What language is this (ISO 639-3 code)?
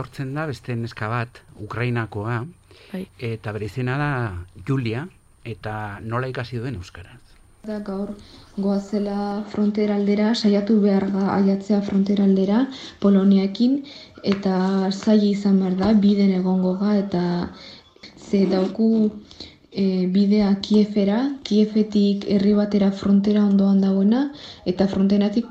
eus